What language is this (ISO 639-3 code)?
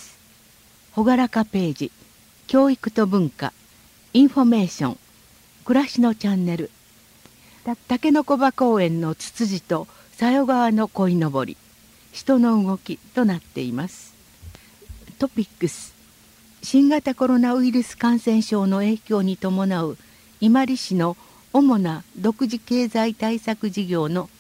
jpn